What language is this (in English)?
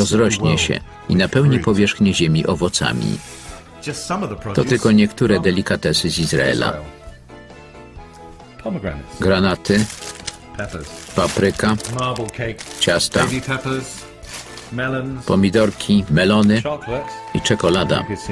Polish